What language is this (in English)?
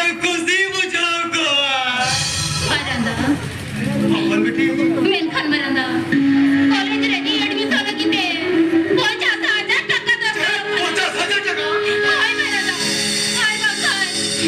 Santali